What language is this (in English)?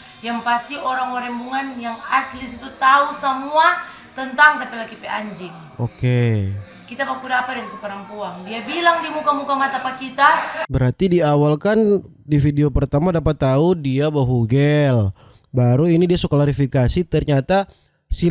Manado Malay